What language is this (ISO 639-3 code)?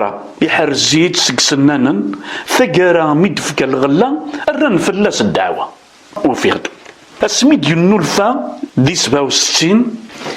kab